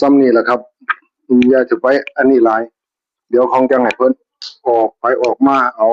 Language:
Northeastern Thai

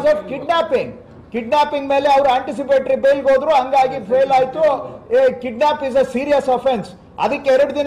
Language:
Kannada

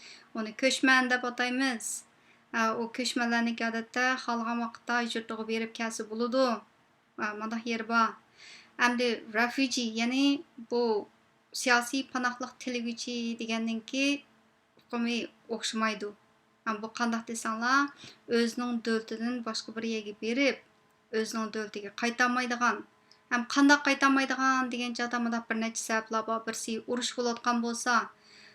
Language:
Uyghur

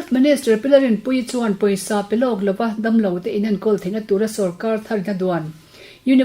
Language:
Mizo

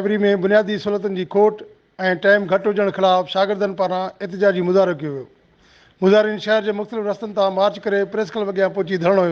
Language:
Sindhi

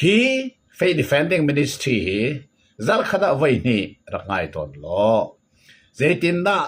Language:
Hakha Chin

